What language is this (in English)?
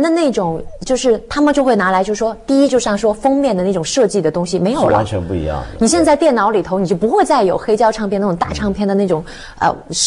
Chinese